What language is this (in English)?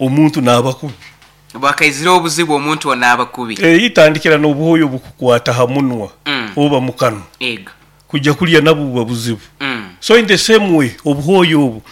Nyoro